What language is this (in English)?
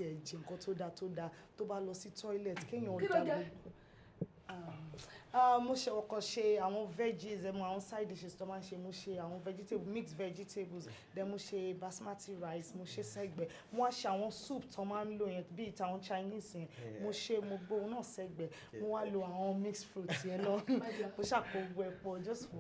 Yoruba